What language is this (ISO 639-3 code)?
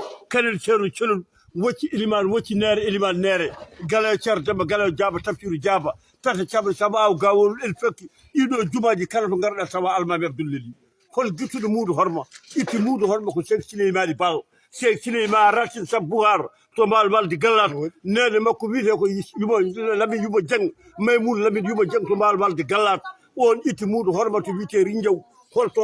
ful